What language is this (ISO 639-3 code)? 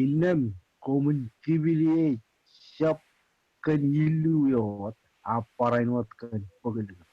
mah